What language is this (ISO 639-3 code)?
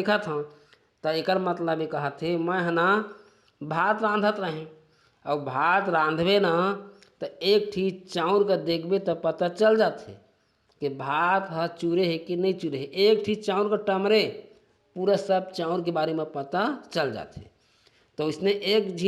hne